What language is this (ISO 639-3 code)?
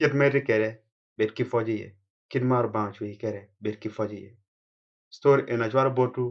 ach